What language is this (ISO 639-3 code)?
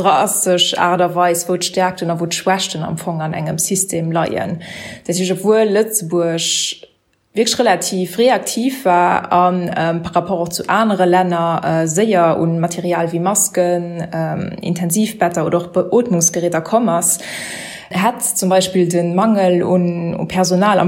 ltz